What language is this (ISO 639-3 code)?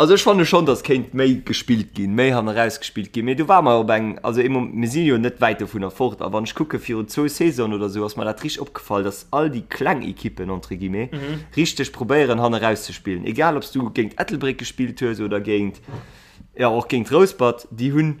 ltz